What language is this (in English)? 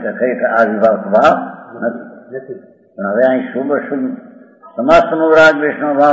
Gujarati